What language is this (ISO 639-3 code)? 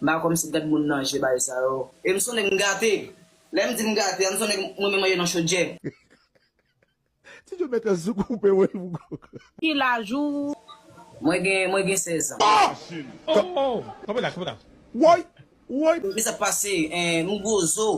hat